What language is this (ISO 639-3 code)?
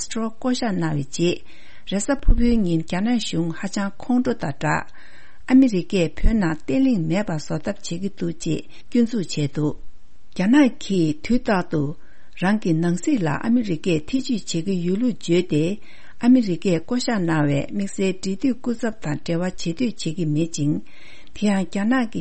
bod